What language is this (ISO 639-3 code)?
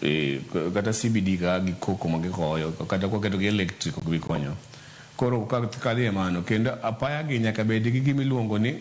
luo